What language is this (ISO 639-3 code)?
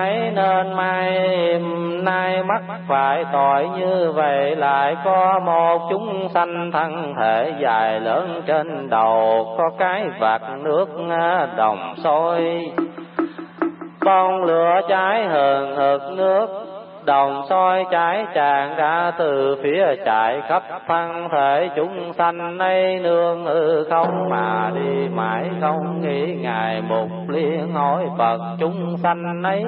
vie